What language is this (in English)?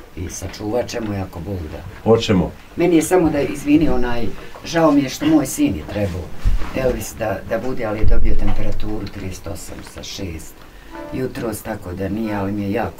Bosnian